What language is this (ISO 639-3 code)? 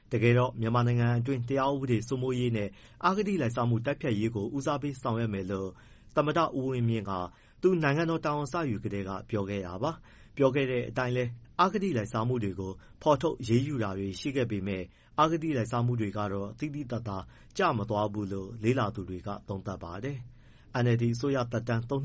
mya